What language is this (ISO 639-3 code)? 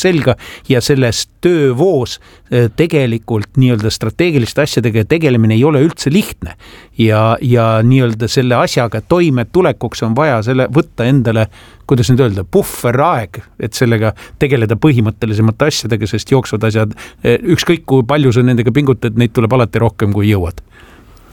est